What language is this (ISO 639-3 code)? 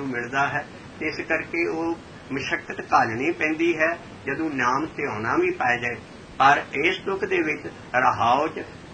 pan